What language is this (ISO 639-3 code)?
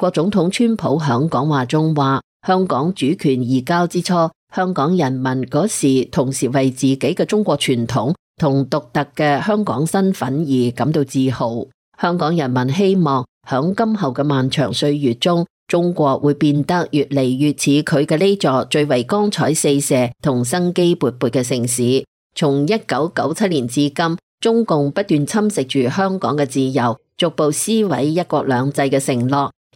yue